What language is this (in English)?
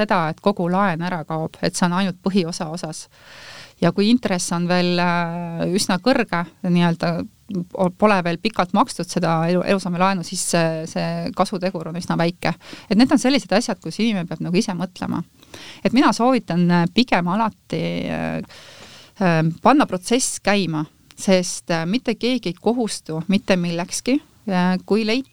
Estonian